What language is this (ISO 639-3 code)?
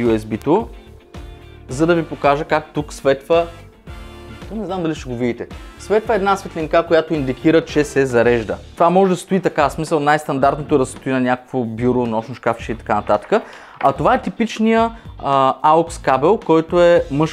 bul